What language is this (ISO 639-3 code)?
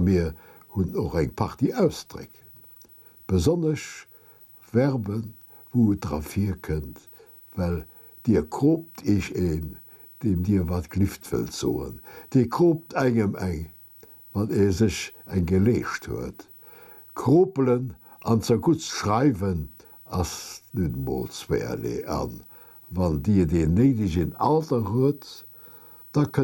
ltz